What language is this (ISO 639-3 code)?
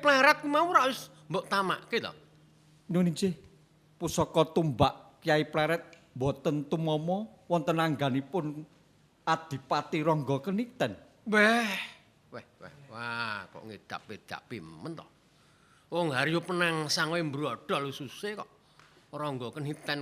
jav